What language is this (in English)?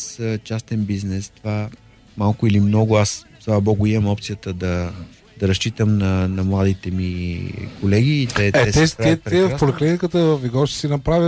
Bulgarian